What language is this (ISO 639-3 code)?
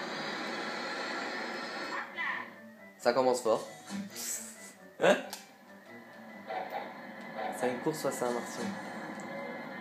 fra